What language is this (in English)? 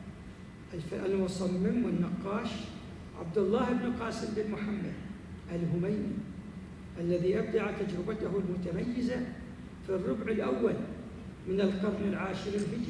Arabic